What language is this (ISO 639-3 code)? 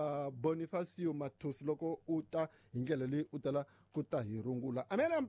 tso